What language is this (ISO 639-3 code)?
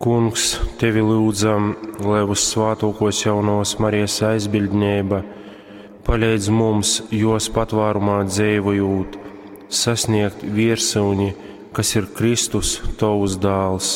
ltg